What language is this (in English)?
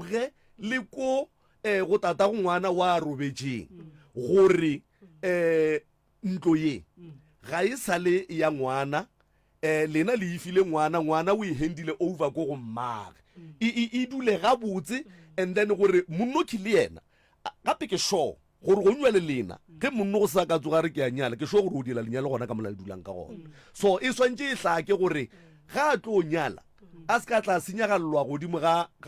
Northern Sotho